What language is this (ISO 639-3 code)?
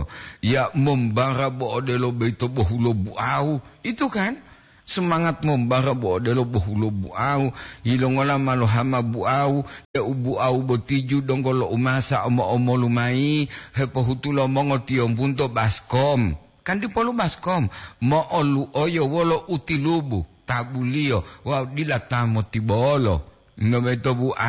gor